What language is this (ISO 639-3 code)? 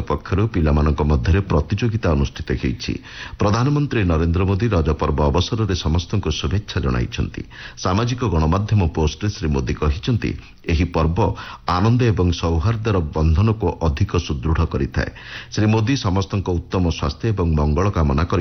ori